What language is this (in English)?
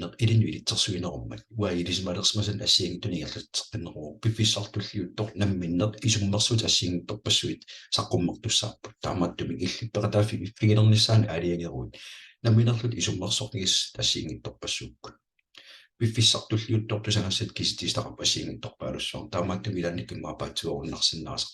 Kalaallisut